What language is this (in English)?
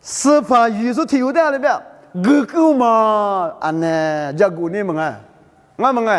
Lisu